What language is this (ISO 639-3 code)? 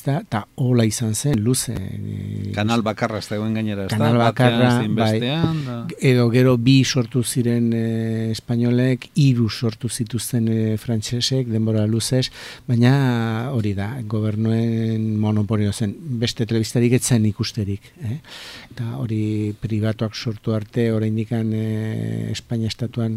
eus